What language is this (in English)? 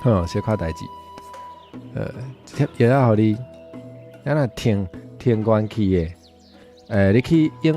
Min Nan Chinese